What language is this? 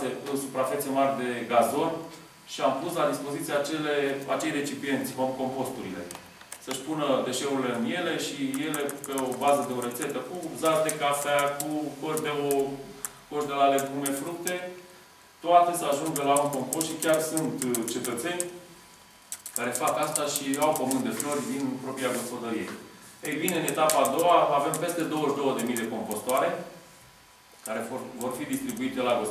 Romanian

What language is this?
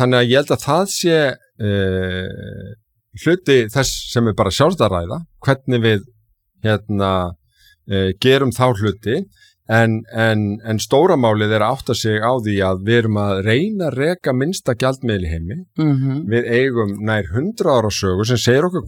Icelandic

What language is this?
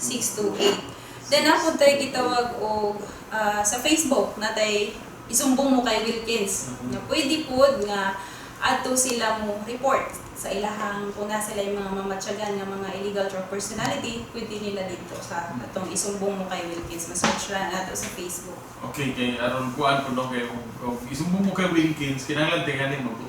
Cebuano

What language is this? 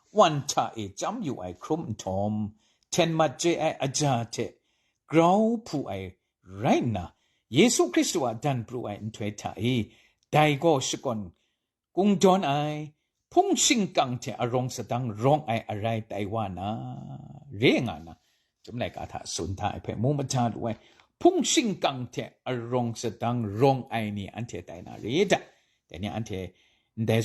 Kachin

